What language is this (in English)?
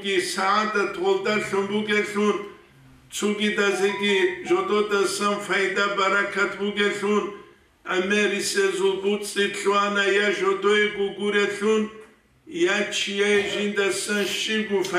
Avaric